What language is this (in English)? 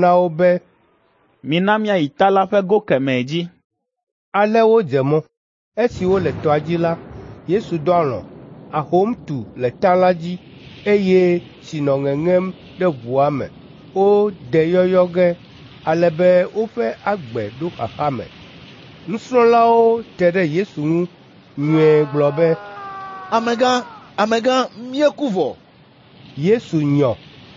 Ewe